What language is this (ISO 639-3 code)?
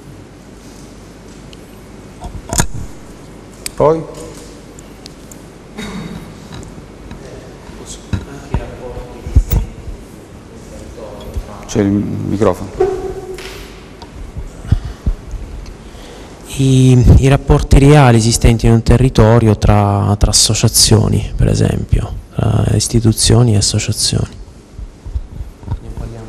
ita